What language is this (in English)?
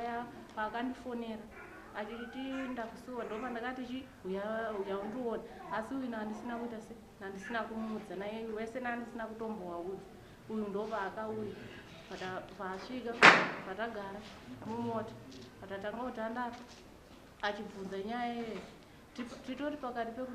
Shona